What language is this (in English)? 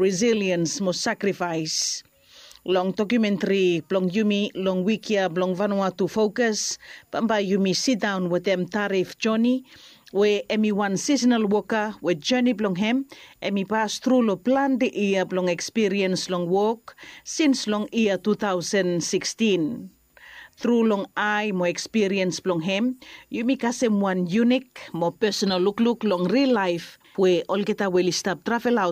Bislama